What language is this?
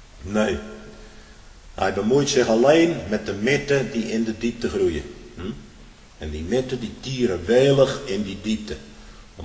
Dutch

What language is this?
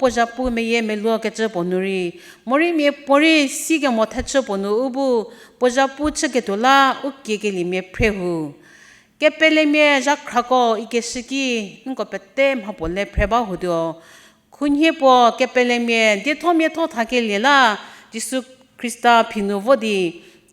Angami Naga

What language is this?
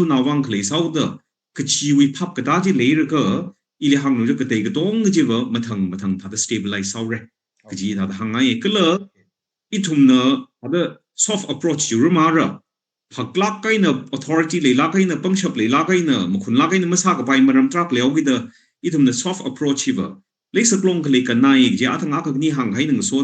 Tangkhul Naga (India)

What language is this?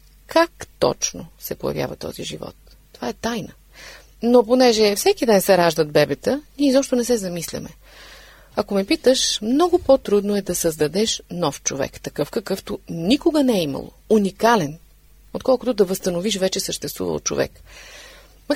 Bulgarian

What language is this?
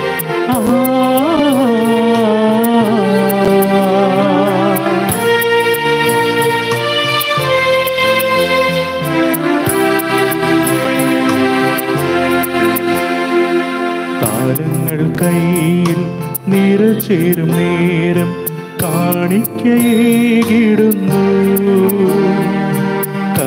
Malayalam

